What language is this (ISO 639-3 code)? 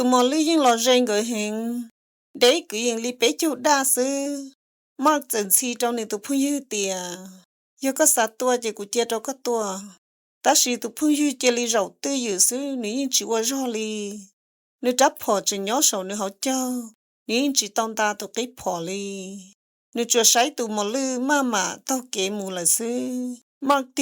hmn